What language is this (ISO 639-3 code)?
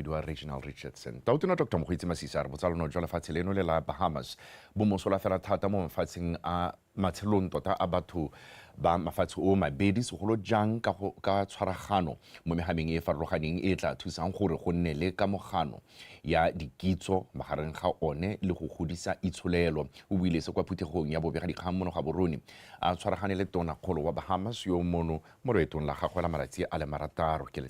tsn